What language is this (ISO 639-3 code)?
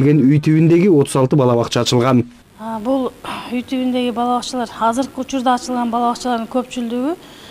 kir